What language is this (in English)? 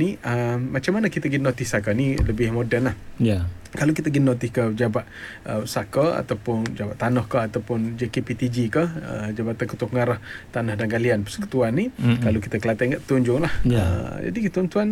Malay